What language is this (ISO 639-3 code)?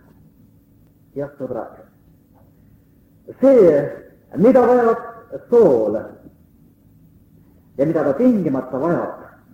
est